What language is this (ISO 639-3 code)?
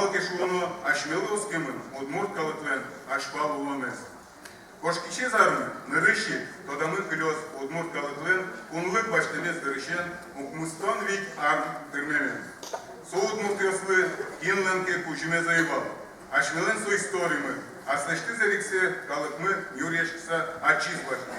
udm